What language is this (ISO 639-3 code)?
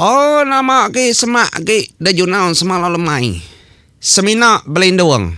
iba